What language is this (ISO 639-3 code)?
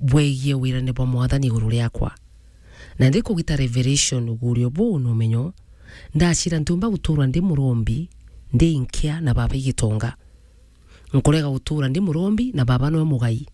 mer